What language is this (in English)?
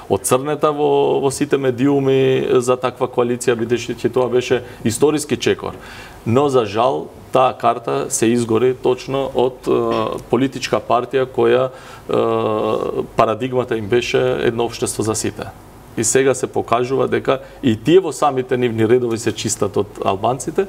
Macedonian